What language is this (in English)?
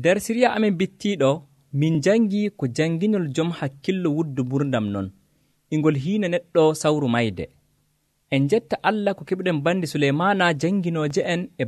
Nigerian Fulfulde